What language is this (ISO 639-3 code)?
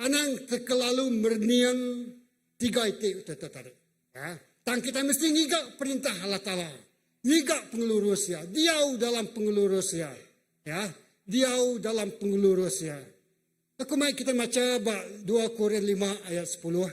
iba